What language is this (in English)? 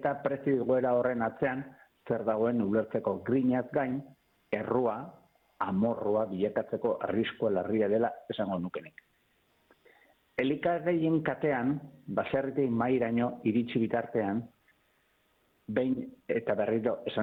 Basque